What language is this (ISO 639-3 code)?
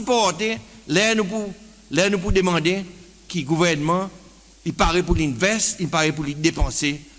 crs